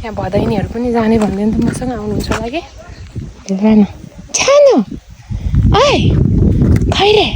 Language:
Nepali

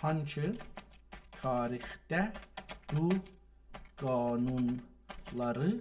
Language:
South Azerbaijani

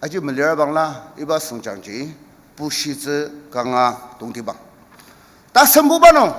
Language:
Ao Naga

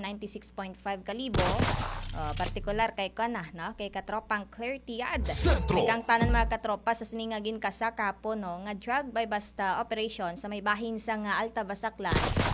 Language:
Hiligaynon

